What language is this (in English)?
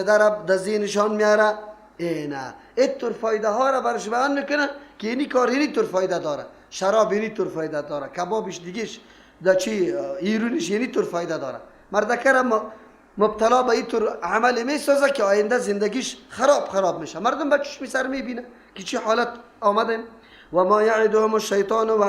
Persian